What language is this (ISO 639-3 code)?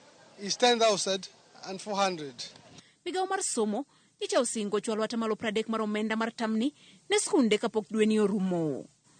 luo